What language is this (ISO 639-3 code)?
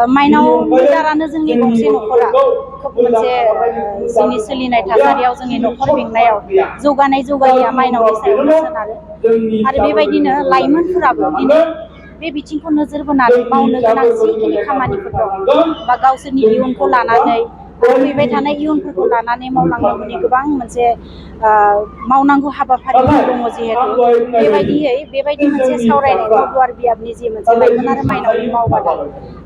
brx